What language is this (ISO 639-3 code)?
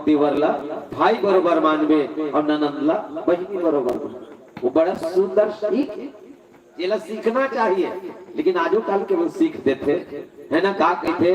hne